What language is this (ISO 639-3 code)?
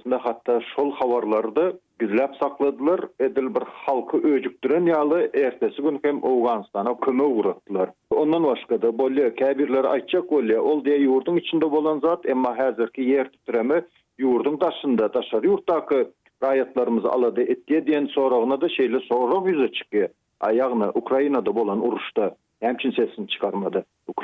tuk